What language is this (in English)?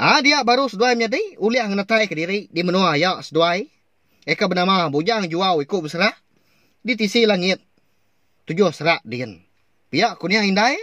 Iban